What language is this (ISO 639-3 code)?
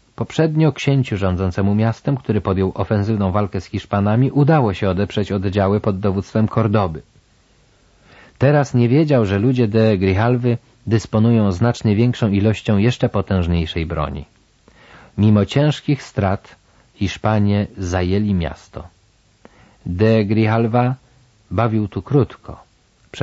pol